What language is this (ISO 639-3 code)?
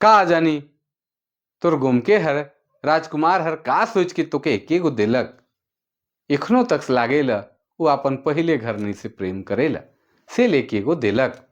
sck